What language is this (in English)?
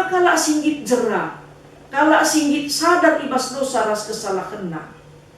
Batak Karo